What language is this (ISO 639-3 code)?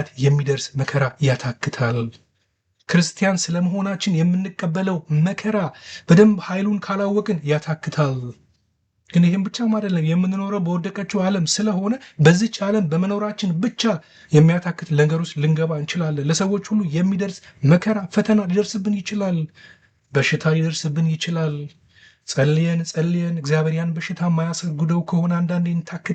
amh